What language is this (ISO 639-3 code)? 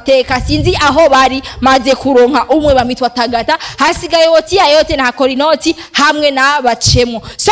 run